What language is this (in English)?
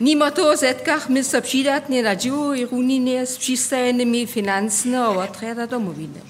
Upper Sorbian